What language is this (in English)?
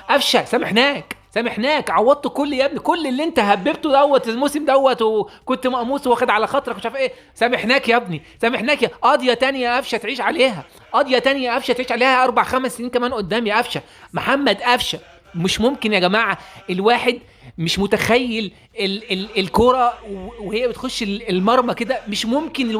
Egyptian Arabic